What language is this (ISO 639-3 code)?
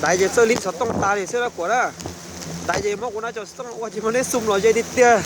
hmn